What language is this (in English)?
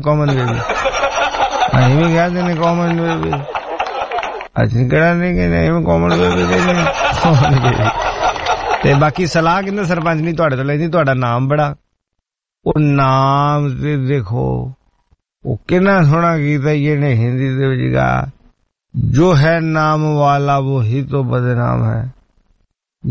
Punjabi